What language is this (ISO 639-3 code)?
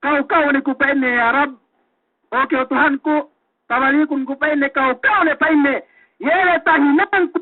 yka